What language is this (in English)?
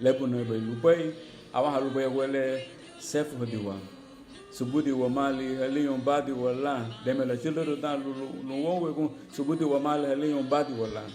Garifuna